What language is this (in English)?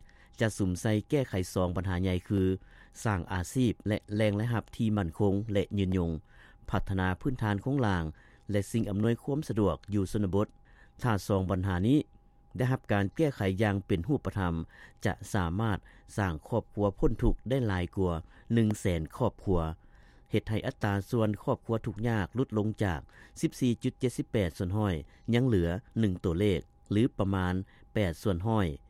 Lao